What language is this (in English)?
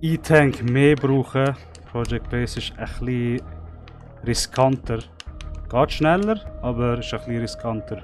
Swiss German